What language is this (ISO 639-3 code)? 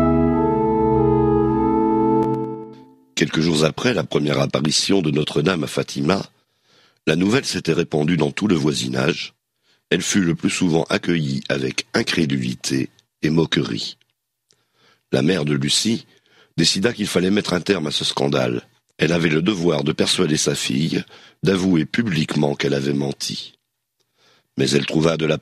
fra